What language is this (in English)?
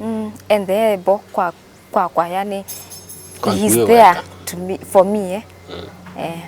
Kamba